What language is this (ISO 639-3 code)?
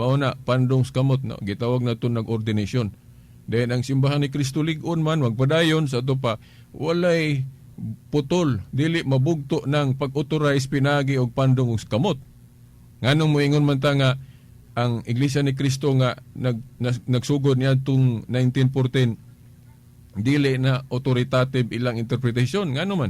ceb